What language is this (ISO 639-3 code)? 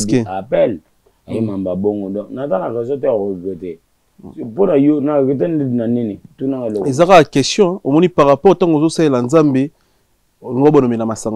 lin